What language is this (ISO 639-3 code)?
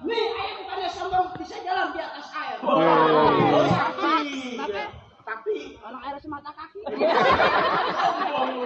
bew